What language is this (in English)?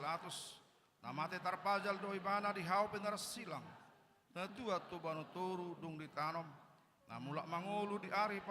Batak Toba